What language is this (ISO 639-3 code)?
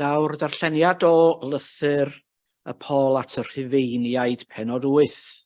cym